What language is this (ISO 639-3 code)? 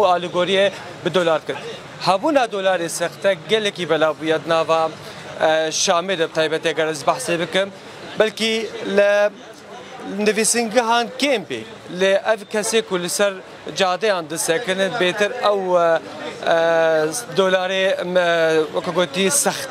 kur